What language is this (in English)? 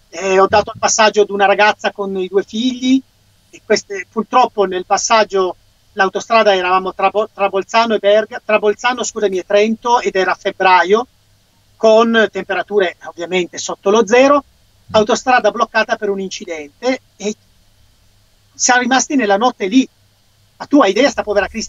Italian